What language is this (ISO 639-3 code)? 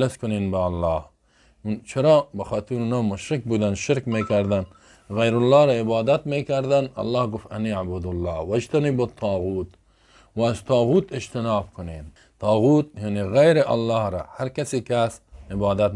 fas